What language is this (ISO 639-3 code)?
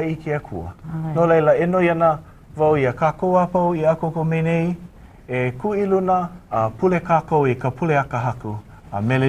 haw